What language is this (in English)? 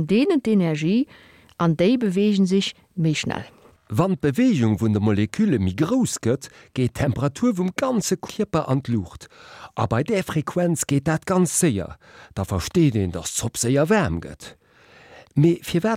Luxembourgish